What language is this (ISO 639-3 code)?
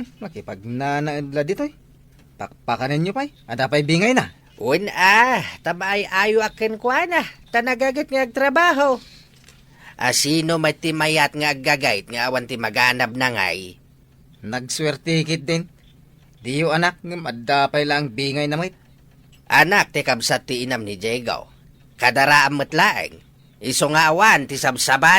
ilo